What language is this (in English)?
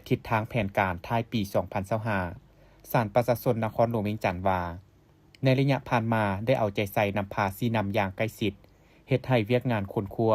Lao